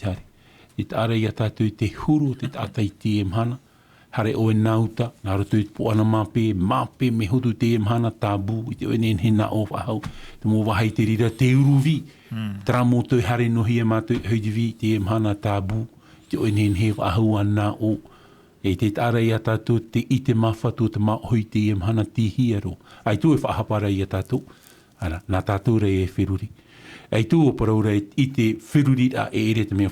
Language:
Tahitian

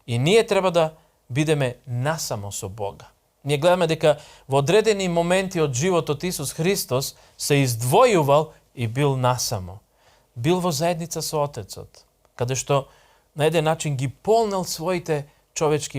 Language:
Macedonian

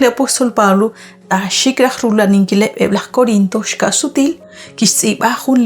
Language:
Kekchí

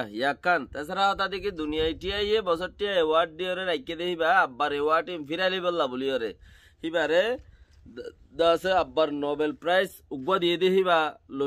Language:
Rohingya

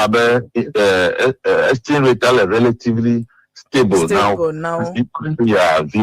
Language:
Ewe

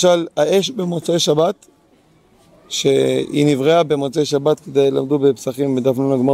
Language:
Hebrew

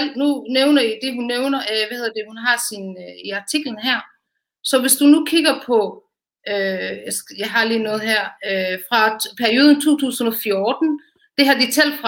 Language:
Danish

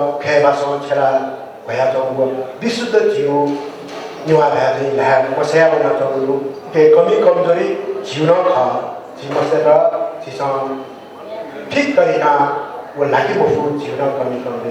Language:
Newari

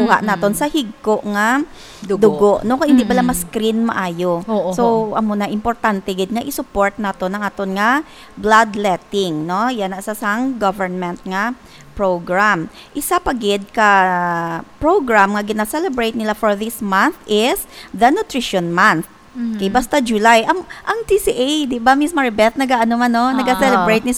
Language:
Hiligaynon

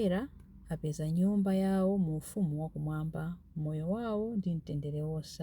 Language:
Nyanja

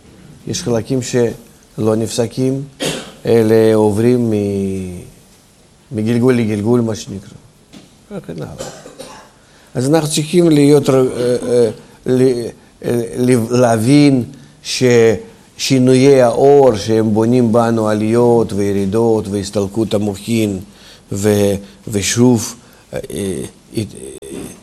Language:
Hebrew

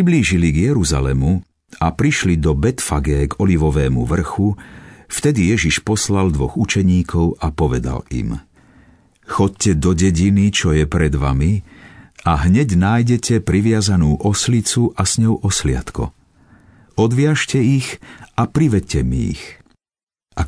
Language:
Slovak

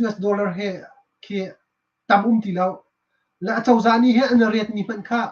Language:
Hakha Chin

